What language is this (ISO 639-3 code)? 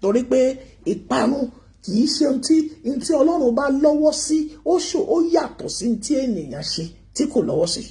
yor